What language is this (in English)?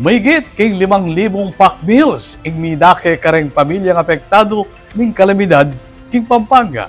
Pampanga